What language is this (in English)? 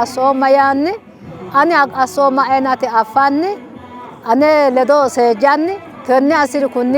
Sidamo